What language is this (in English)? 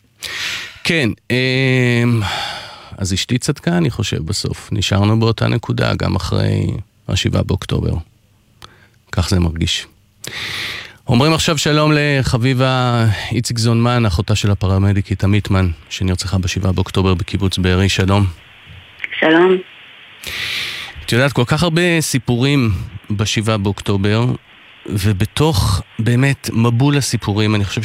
Hebrew